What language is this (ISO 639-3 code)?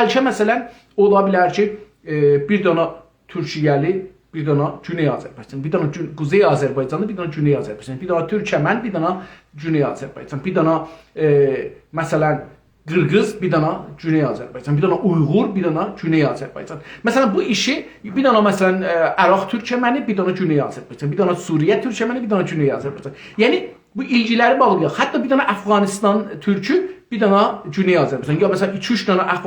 azb